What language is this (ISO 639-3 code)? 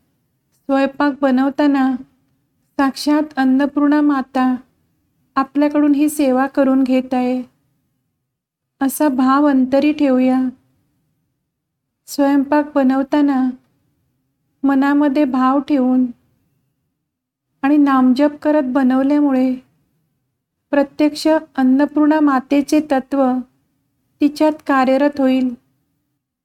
mar